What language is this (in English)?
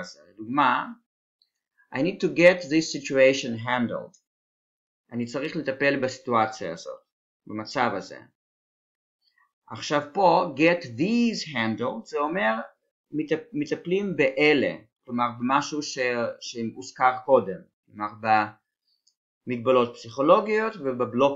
Hebrew